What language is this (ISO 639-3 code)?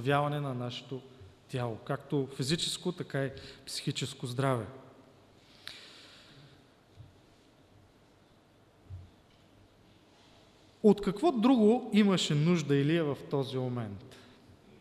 bul